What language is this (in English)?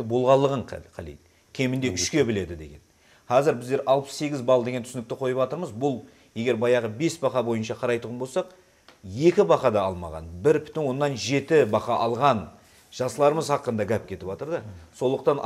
Kara-Kalpak